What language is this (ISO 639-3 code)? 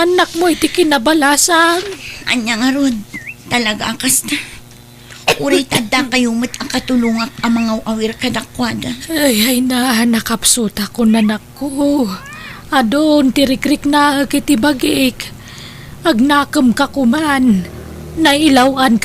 ilo